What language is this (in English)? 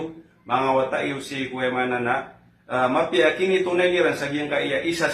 Maranao